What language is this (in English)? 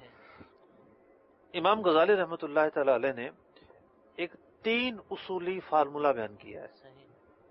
Urdu